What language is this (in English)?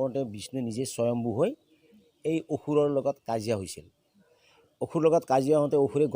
Assamese